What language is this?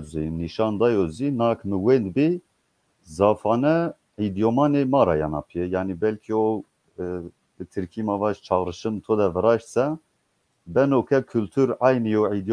Zaza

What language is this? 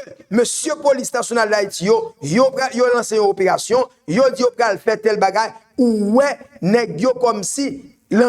Haitian Creole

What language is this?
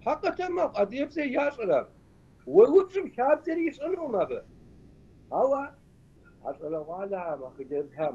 Kabardian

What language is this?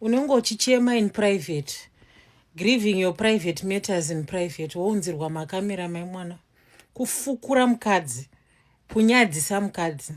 Shona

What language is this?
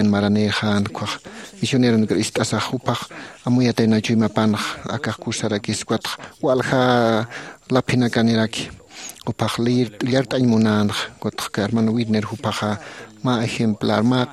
Aymara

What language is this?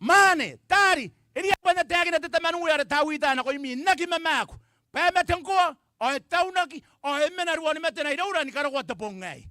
Gilbertese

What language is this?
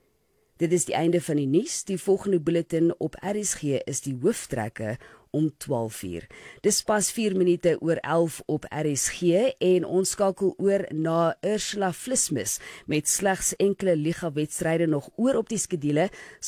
Afrikaans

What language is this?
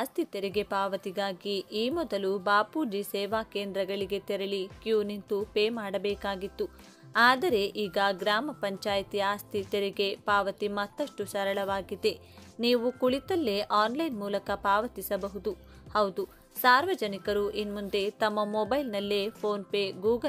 Kannada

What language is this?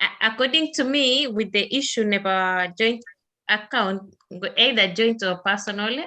Kalenjin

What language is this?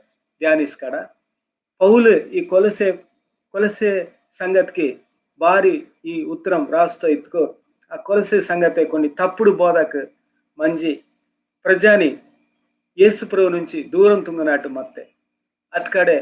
Koya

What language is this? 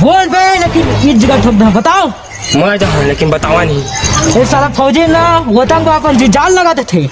Chhattisgarhi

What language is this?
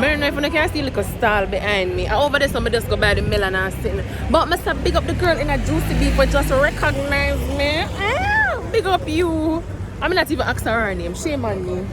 Jamaican Creole English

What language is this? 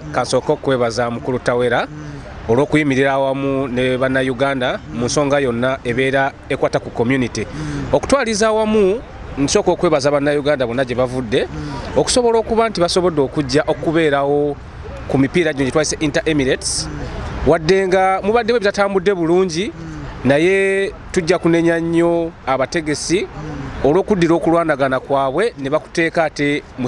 Ganda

